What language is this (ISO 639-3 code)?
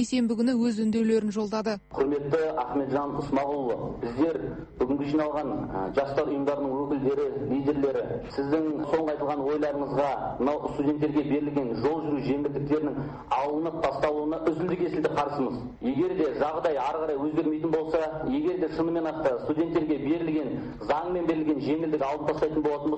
kaz